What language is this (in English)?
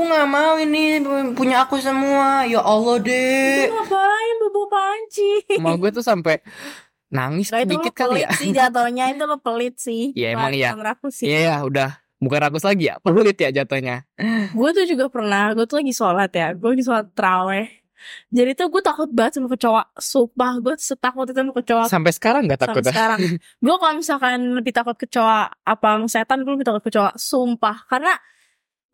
Indonesian